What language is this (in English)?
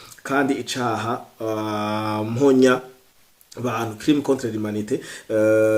Rundi